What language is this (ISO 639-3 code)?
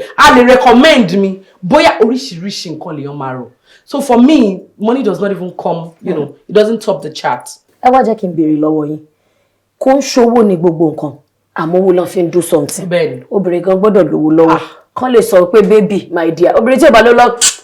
yor